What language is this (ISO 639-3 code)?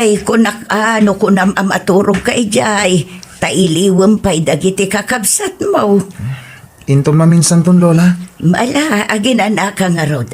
ilo